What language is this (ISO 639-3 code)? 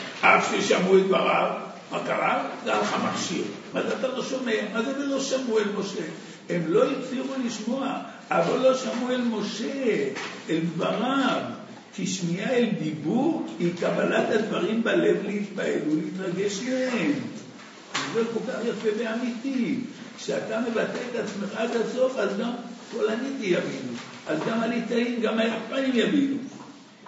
heb